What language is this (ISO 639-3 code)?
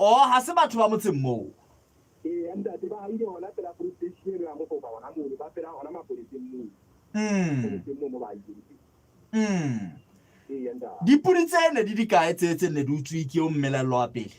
sot